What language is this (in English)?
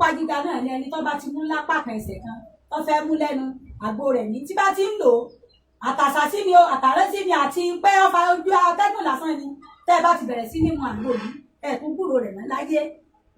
Yoruba